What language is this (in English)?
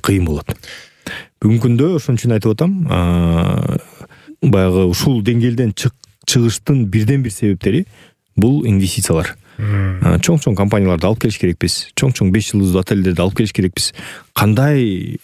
Kyrgyz